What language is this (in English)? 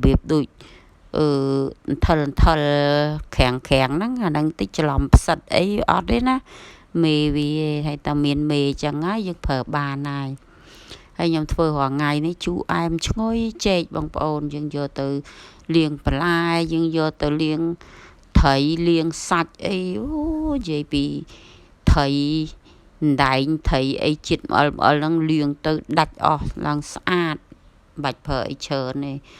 Khmer